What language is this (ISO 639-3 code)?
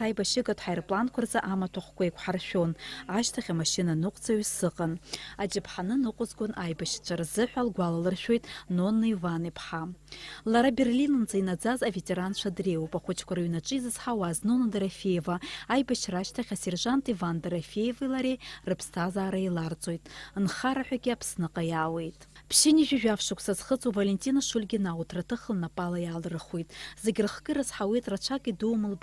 abk